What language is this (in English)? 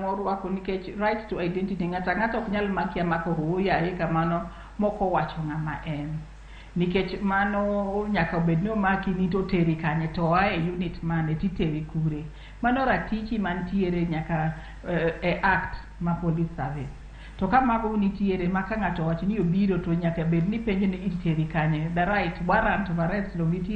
Luo (Kenya and Tanzania)